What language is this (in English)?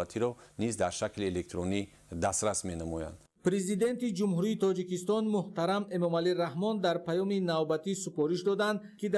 Tajik